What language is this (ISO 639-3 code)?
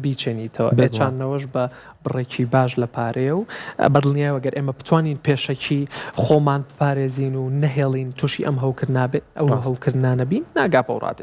ckb